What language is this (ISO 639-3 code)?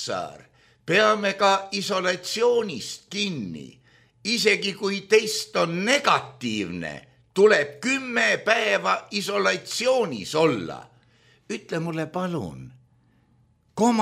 est